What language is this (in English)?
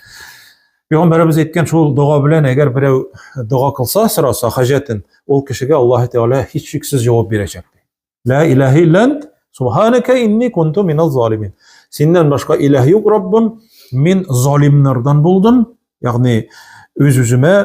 Tatar